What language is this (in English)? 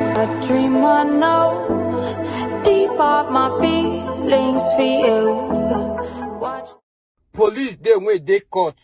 Nigerian Pidgin